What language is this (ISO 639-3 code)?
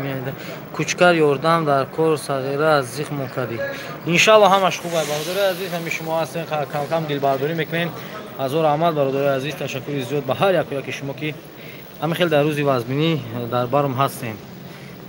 tgk